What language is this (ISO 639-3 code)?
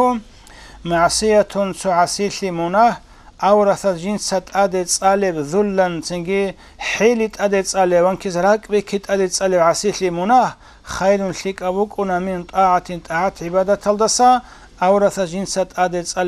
ava